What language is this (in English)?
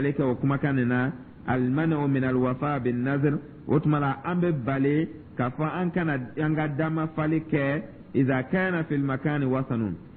Dyula